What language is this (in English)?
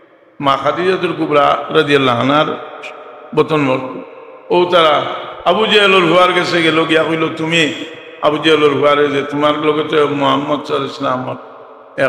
Sylheti